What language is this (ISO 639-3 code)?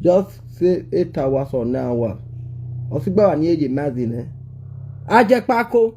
pcm